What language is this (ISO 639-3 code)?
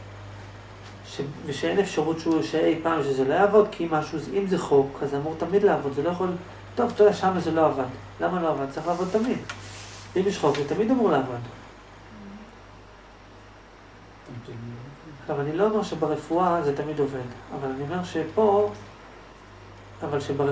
heb